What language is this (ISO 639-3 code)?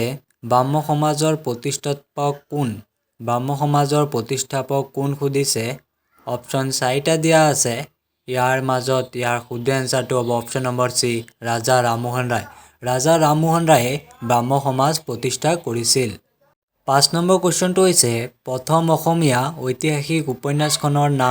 asm